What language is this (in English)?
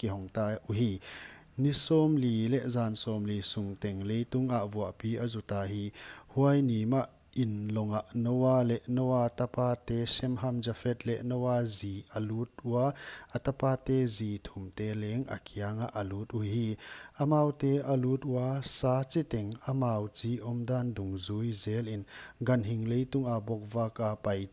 Paite Chin